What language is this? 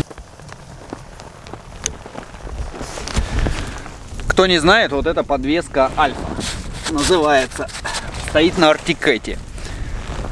Russian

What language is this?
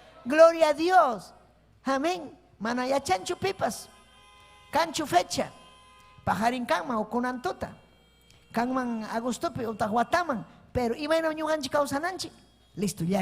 Ayacucho Quechua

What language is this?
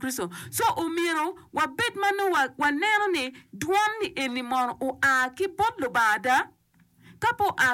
Acoli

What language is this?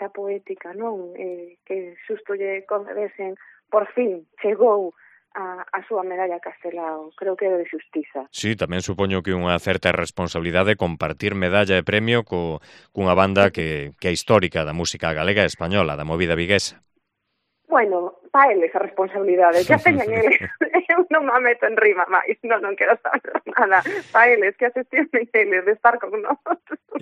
Galician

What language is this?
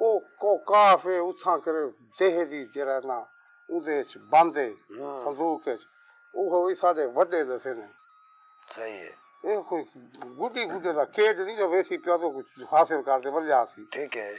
Saraiki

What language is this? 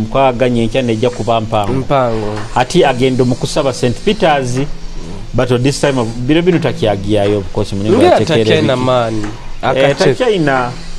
Nyoro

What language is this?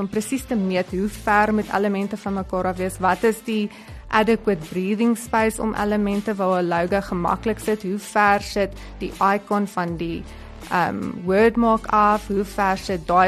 Afrikaans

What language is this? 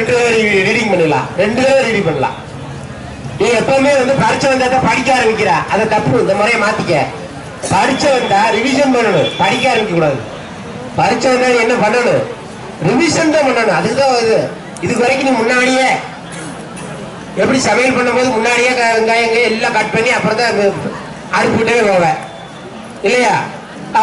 Tamil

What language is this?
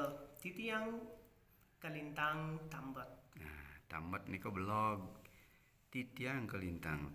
Balinese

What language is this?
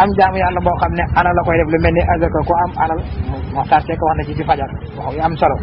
Wolof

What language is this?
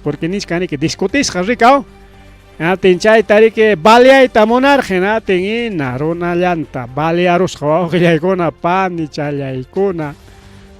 Ayacucho Quechua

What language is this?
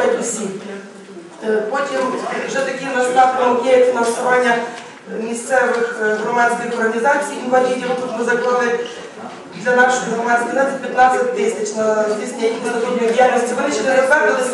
Ukrainian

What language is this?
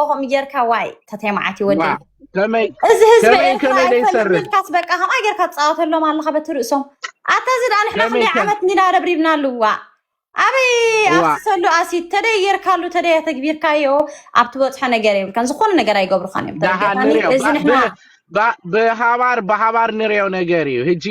Tigrinya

